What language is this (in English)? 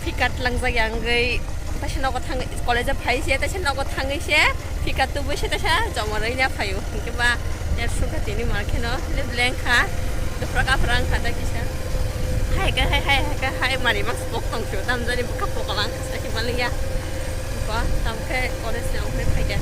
Kok Borok